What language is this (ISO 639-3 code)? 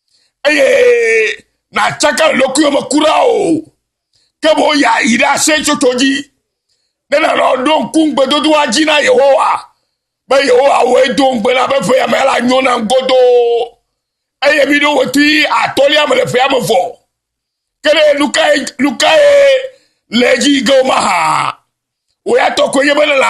ewe